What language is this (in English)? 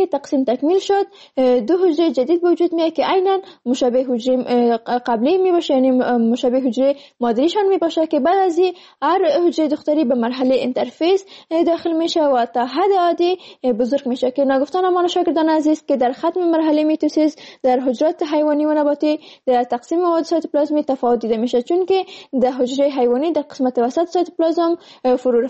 Persian